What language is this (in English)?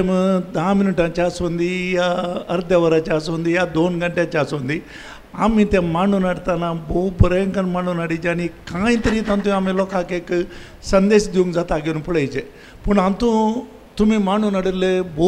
Konkani